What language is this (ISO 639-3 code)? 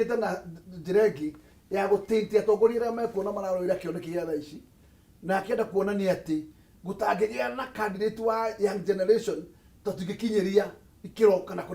kik